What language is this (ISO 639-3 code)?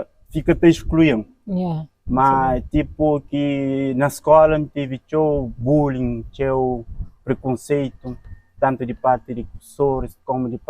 kea